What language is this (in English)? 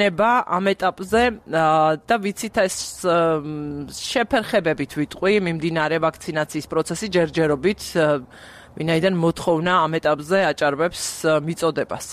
Georgian